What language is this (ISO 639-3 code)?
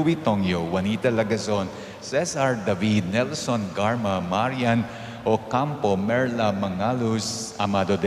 pam